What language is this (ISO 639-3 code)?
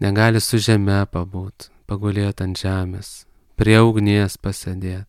lit